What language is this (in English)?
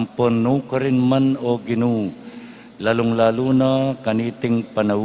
Pampanga